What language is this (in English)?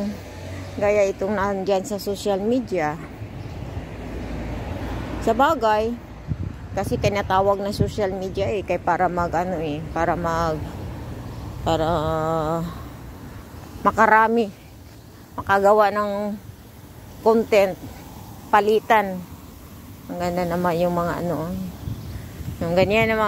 Filipino